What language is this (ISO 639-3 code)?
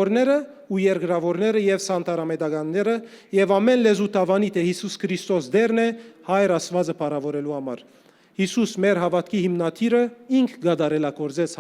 hyw